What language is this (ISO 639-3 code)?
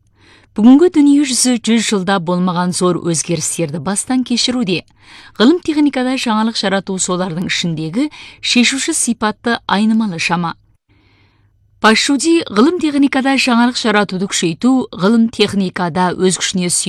kaz